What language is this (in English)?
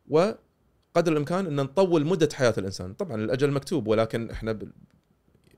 Gulf Arabic